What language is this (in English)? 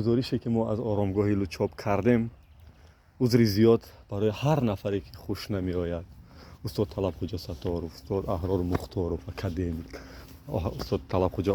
Tajik